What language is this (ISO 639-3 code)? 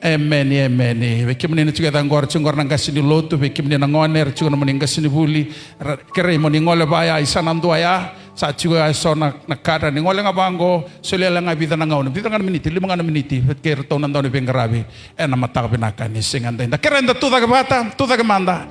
fij